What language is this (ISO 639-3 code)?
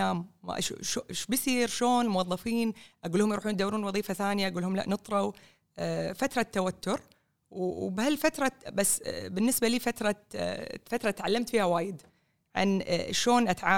afb